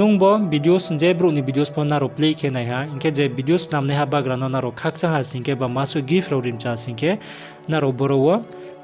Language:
Riang (India)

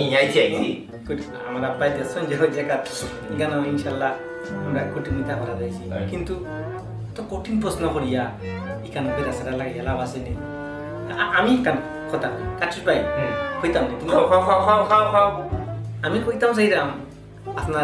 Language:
Sylheti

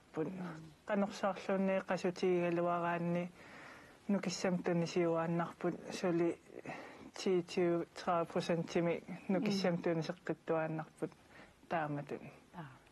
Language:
Kalaallisut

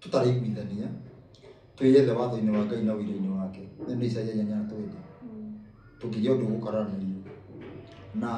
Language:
Kikuyu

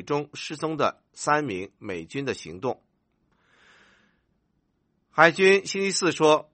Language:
Chinese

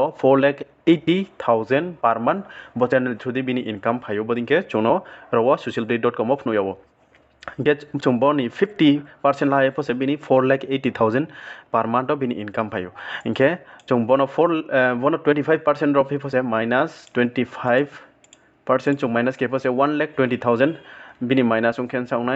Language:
Riang (India)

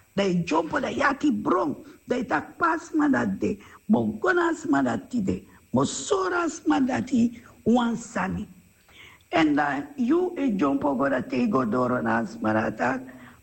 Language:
Sranan Tongo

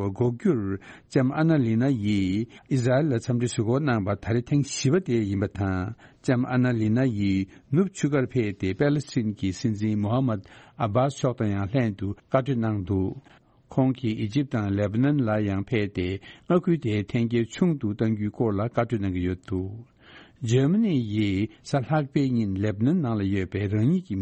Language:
Tibetan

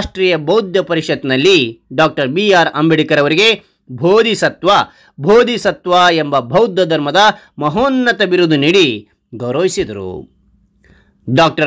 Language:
Kannada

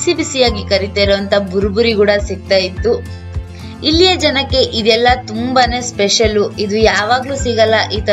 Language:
Kannada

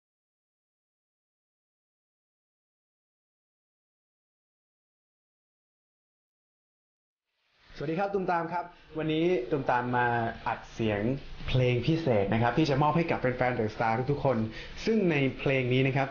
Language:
Thai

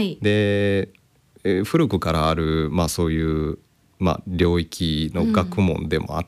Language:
Japanese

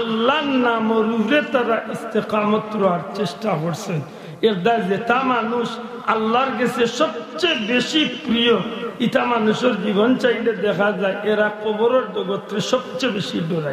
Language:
Sylheti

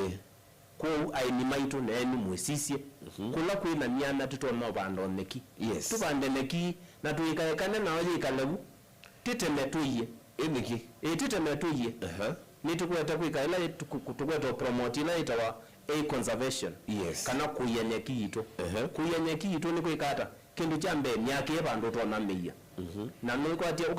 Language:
Kamba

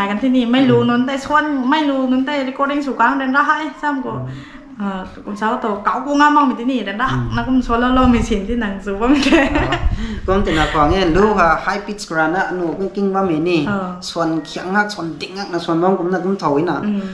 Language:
Rongmei Naga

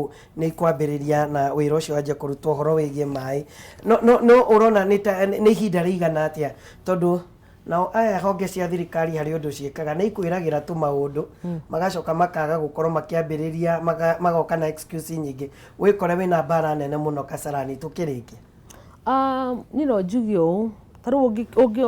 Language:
Kikuyu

